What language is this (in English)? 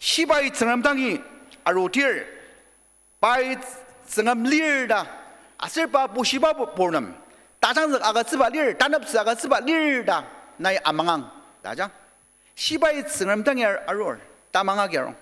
Ao Naga